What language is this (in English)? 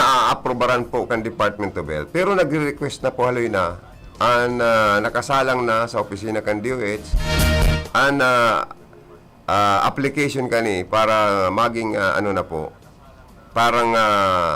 Bikol